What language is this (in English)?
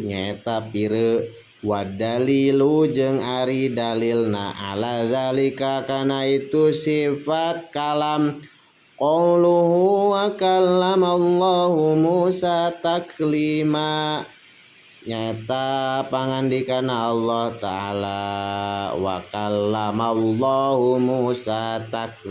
Sundanese